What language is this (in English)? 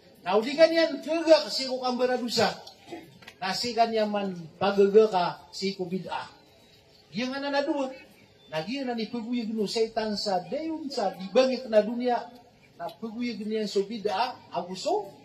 Maranao